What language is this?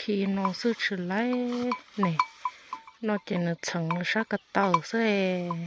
Hmong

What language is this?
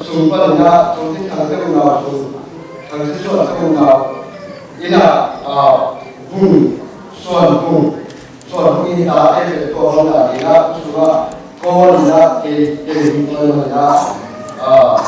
Tedim Chin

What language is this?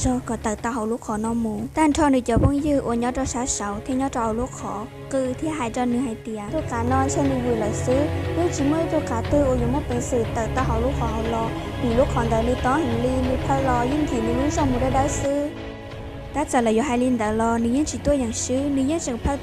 Hmong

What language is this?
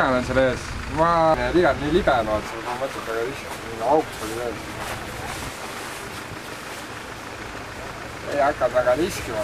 Estonian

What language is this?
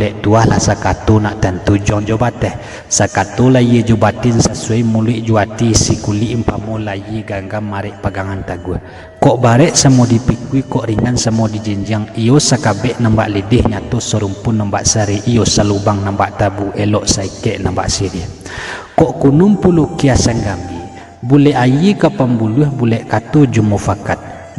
Minangkabau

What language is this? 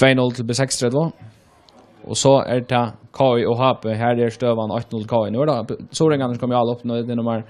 Faroese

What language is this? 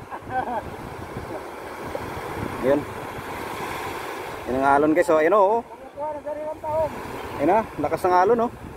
Filipino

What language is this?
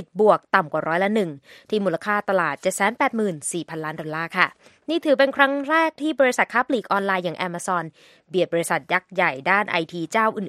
Thai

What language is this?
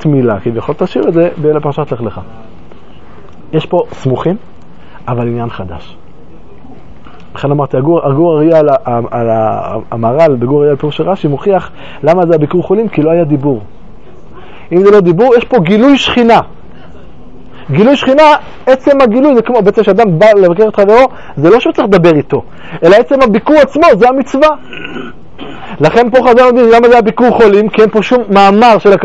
Hebrew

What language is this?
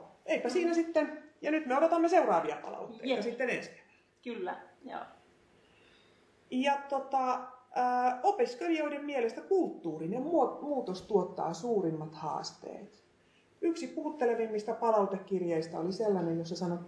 Finnish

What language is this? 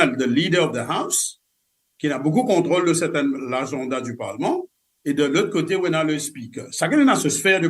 Morisyen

